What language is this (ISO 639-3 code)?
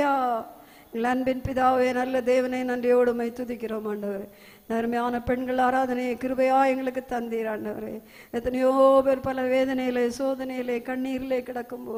tam